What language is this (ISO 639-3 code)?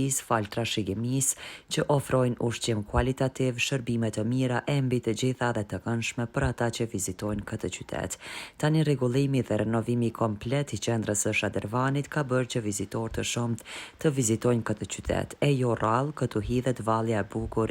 sqi